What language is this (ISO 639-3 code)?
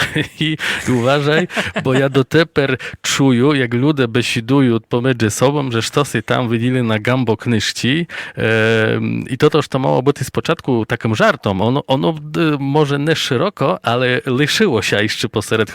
rue